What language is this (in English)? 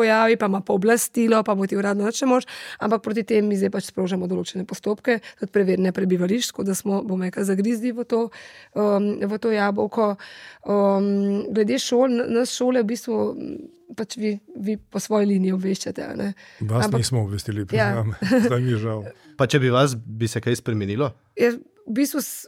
Slovenian